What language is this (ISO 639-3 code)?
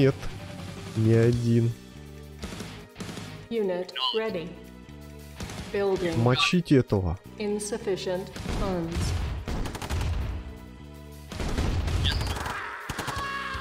rus